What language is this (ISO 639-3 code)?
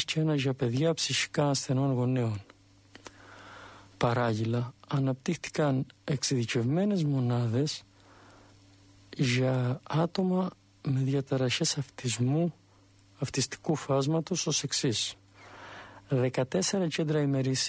ell